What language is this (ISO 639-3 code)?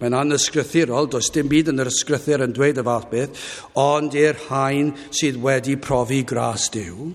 cym